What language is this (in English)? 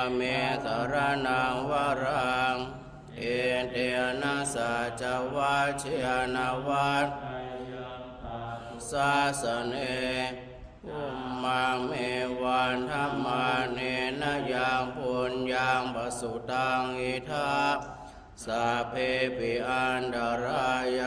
Pali